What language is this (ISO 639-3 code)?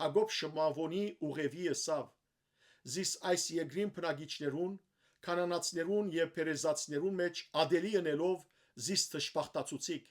hyw